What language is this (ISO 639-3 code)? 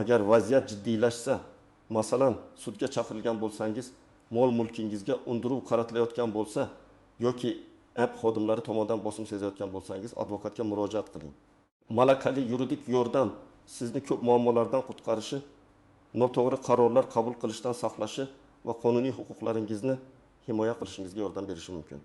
uzb